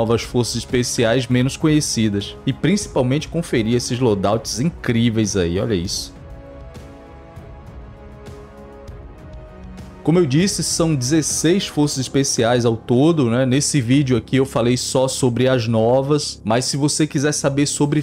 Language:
Portuguese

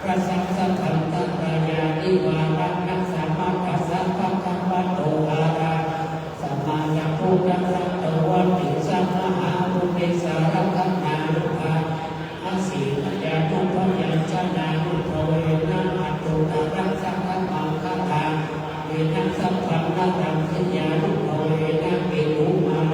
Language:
Pali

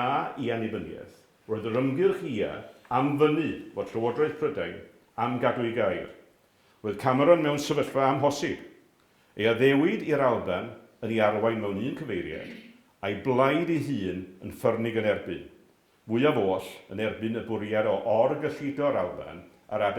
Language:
Welsh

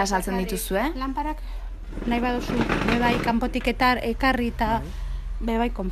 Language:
Basque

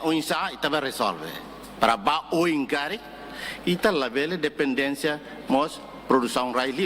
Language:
Tetum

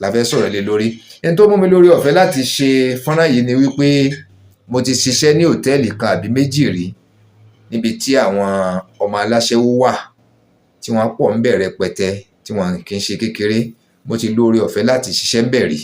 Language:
Yoruba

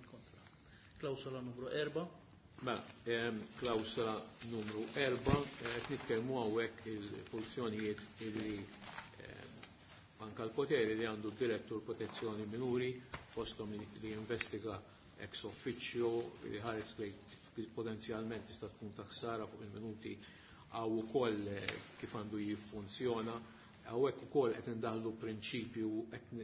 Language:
Maltese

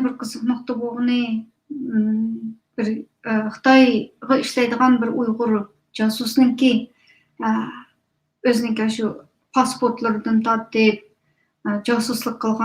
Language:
Uyghur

